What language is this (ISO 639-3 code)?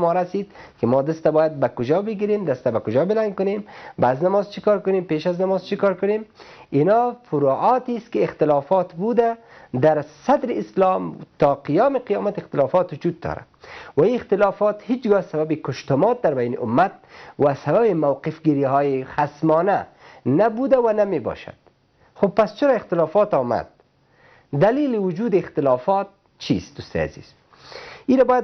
fas